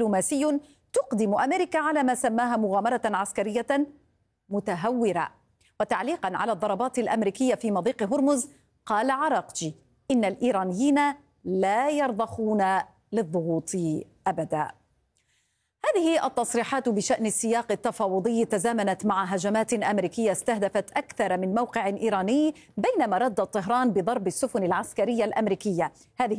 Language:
Arabic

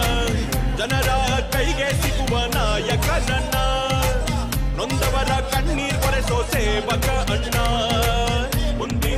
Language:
Kannada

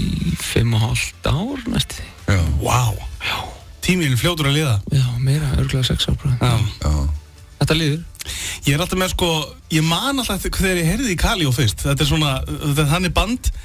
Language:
Icelandic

